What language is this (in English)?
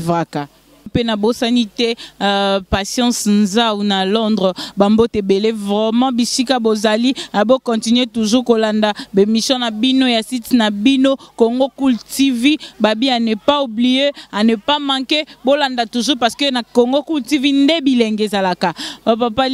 Lingala